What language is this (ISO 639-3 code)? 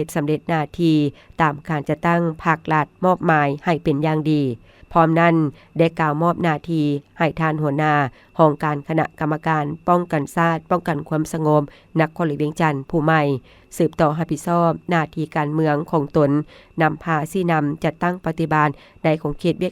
lao